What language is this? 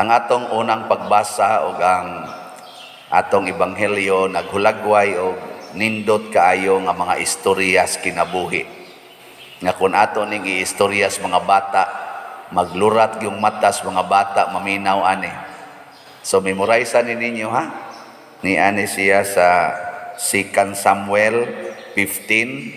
Cebuano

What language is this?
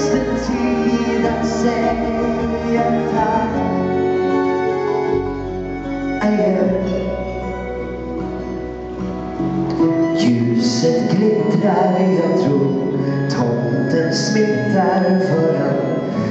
Swedish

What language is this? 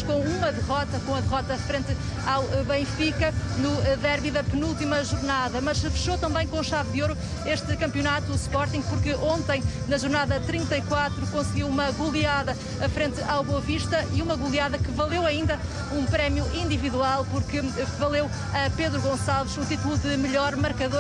Portuguese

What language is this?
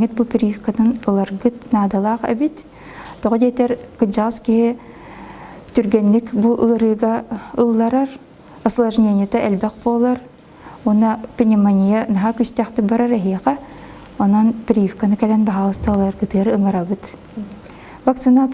Yakut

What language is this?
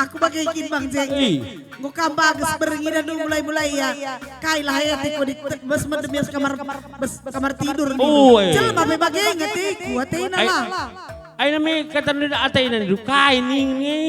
Batak Karo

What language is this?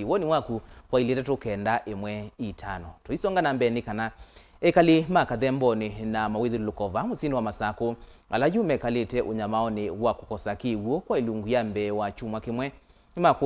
Kamba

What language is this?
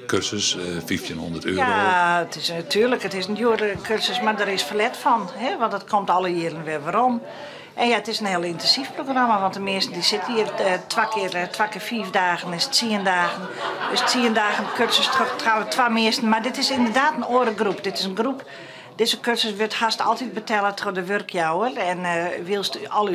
Western Frisian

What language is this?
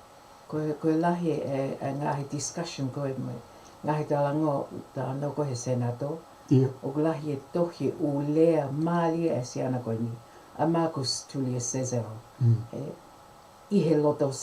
Tongan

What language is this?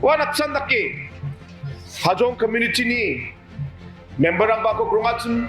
Garo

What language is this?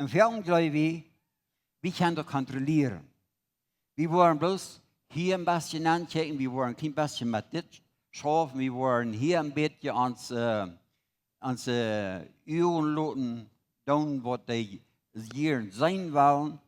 Plautdietsch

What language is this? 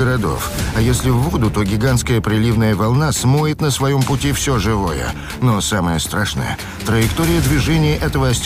Russian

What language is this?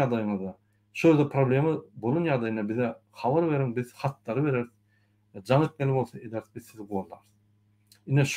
Turkmen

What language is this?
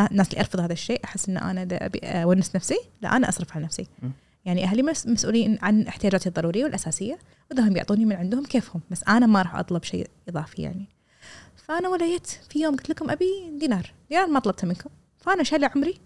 Gulf Arabic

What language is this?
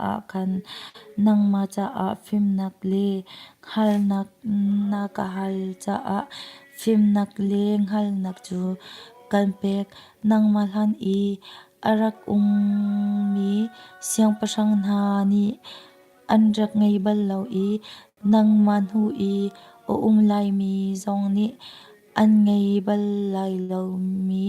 Hakha Chin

